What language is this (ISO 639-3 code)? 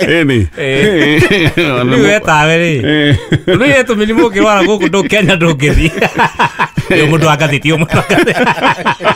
kik